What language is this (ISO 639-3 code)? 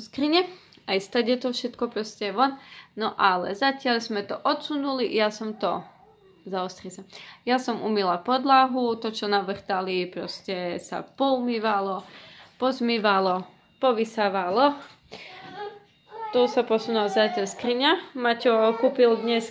slk